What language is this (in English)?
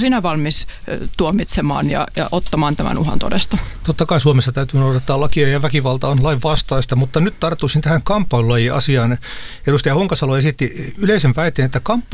Finnish